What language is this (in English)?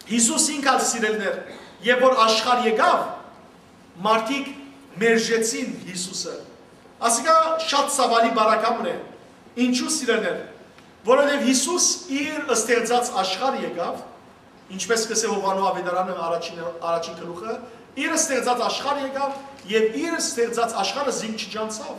Western Armenian